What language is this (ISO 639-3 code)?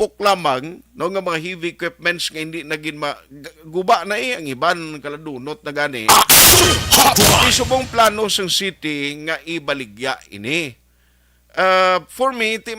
hil